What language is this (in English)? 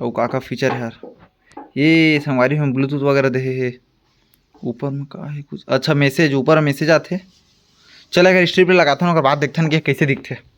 Chhattisgarhi